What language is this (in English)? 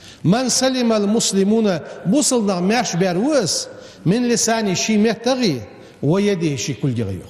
Ingush